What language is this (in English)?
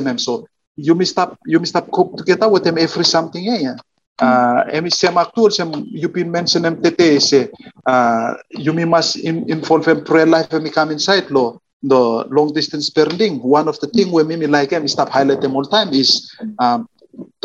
Bislama